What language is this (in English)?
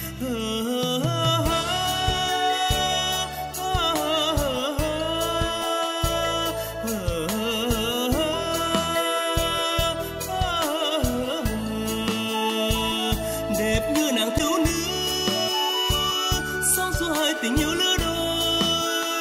Vietnamese